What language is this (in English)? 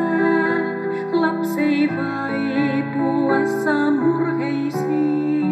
Finnish